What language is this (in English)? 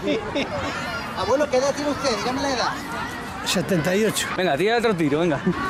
Spanish